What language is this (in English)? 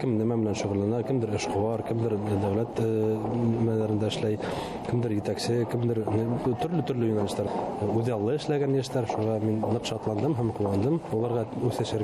Bashkir